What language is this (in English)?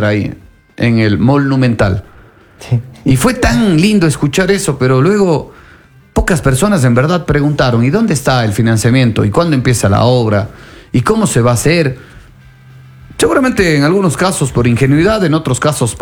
Spanish